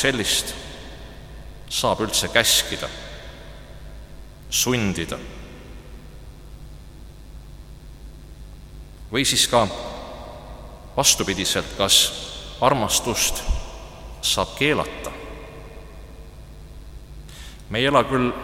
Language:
Estonian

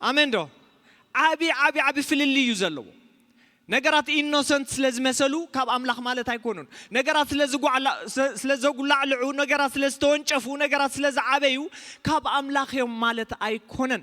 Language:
Tigrinya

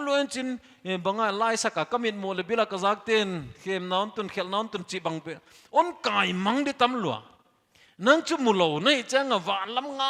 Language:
Paite Chin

